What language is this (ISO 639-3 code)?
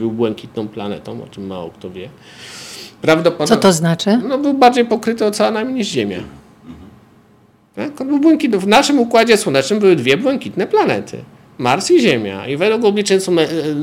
pol